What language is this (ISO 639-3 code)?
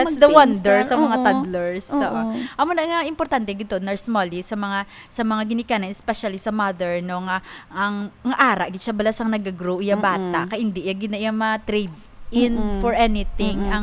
hil